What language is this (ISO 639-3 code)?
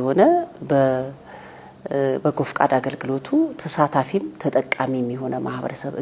amh